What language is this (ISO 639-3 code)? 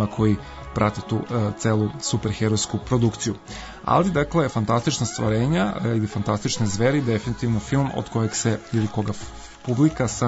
srp